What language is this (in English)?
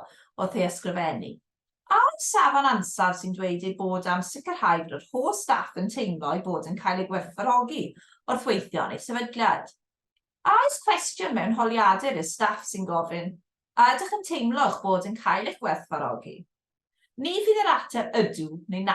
Welsh